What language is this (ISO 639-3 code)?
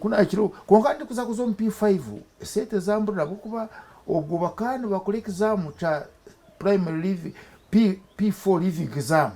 nyn